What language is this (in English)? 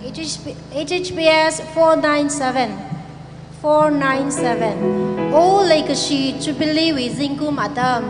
Tangkhul Naga (India)